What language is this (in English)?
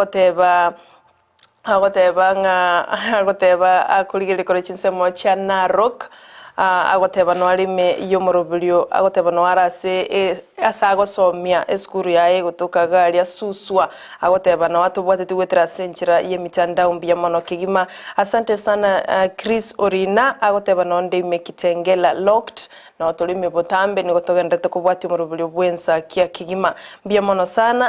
Gusii